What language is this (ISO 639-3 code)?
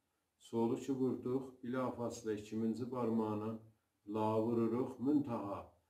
azb